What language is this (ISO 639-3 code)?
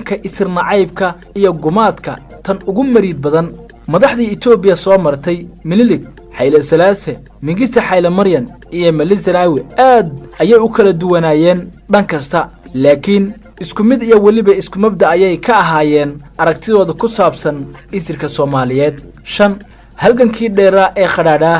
som